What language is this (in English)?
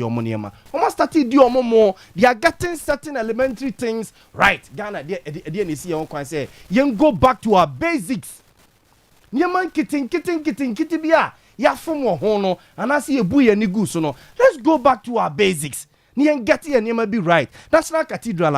Akan